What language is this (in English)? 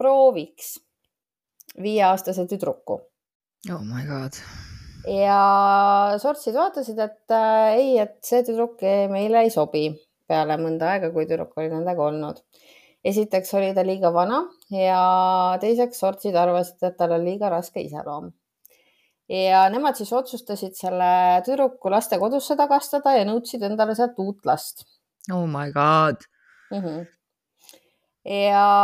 Estonian